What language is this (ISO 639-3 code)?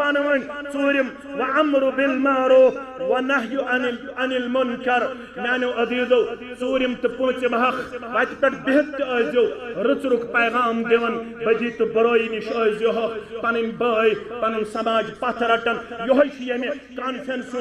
kas